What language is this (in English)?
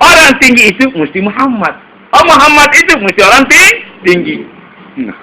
Sasak